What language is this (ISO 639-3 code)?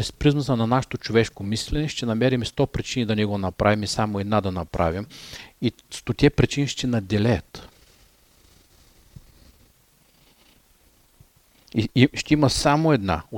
bul